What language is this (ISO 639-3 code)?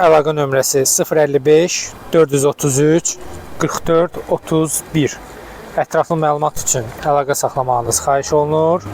aze